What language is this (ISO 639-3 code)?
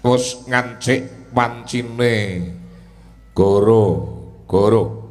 jav